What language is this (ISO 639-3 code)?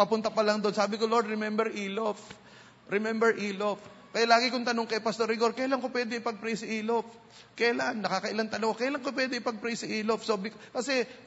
fil